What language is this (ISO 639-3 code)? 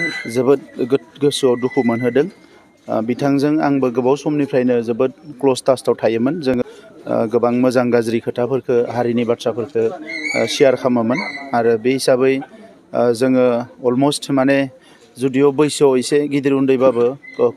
brx